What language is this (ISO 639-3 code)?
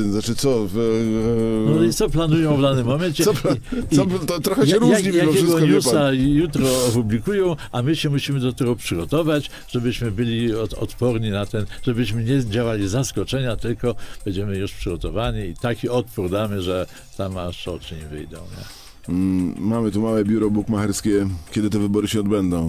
pol